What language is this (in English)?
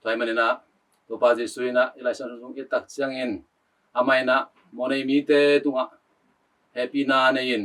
Tedim Chin